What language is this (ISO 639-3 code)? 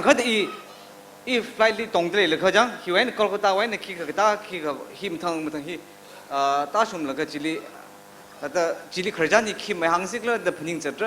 nmf